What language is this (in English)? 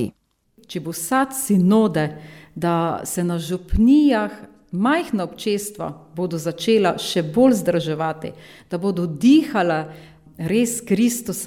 Slovenian